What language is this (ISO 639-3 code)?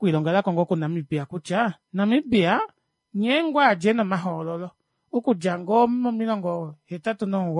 kua